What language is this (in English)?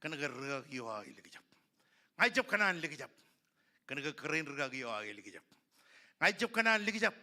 Marshallese